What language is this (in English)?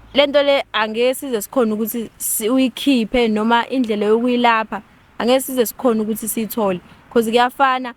Zulu